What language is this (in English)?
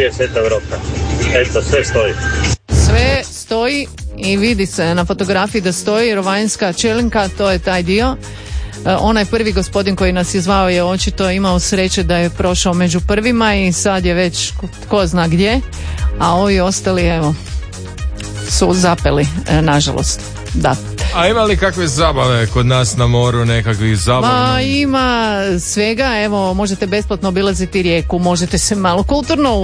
Croatian